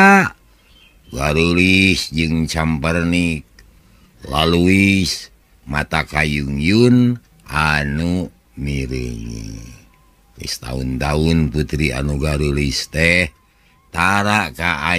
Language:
Sundanese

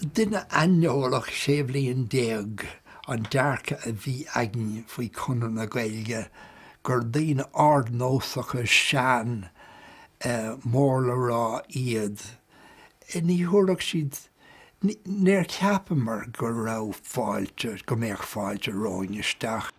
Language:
Irish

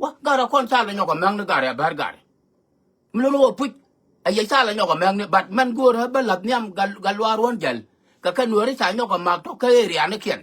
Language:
Nuer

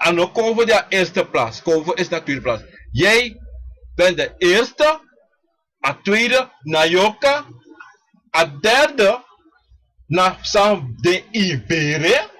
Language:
Sranan Tongo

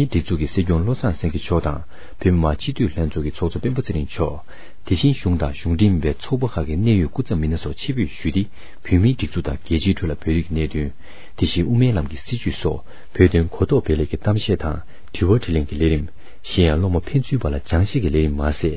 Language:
Tibetan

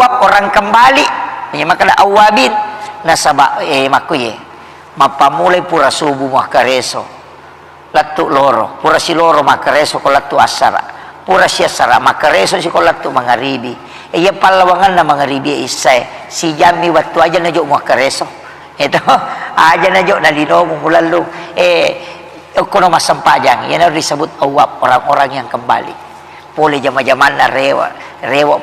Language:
Buginese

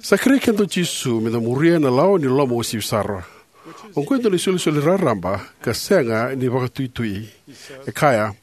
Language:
Fijian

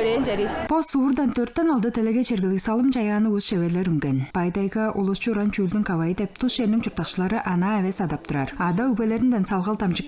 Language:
Tuvinian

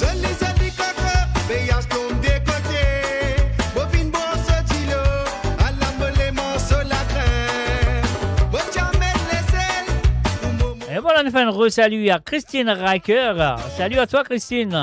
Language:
Morisyen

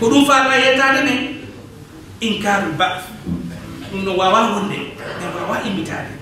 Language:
Fula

